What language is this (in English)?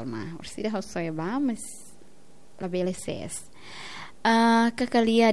Tetum